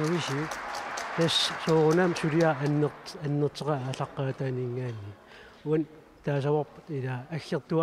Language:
Kalaallisut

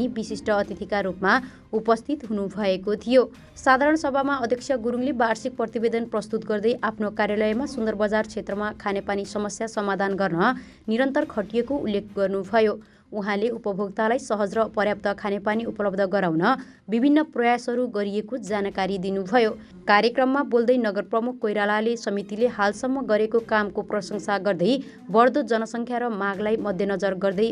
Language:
Nepali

